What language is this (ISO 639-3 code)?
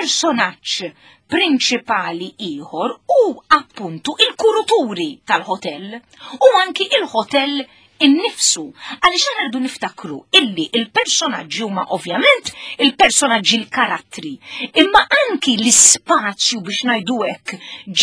mlt